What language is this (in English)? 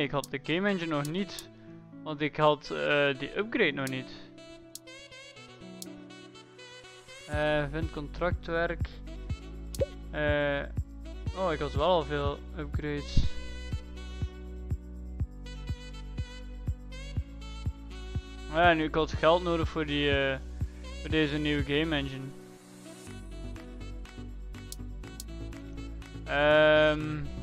Dutch